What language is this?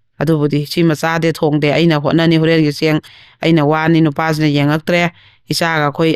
Manipuri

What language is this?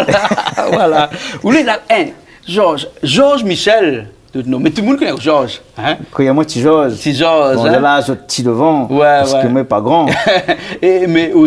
Réunion Creole French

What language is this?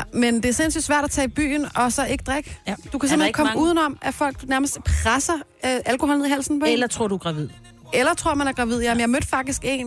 Danish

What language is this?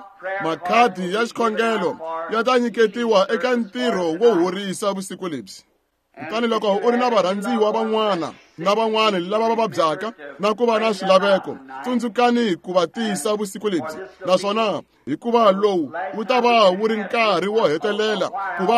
Tsonga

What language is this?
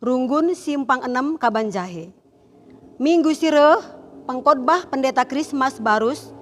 Batak Karo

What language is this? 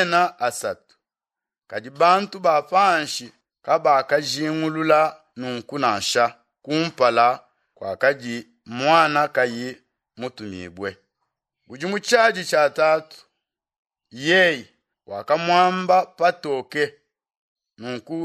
Luba-Lulua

